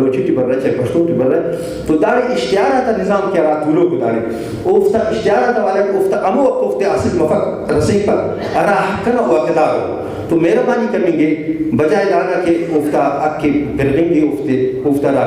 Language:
Brahui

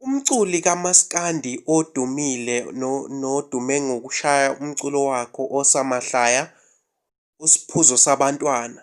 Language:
Zulu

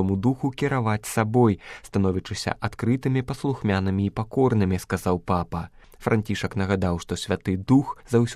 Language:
Belarusian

